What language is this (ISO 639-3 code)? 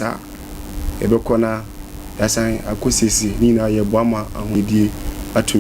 aka